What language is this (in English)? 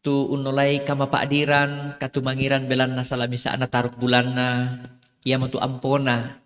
Toraja-Sa'dan